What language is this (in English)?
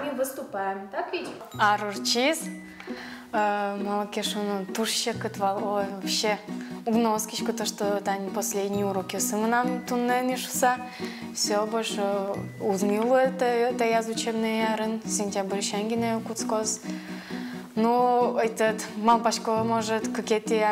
Udmurt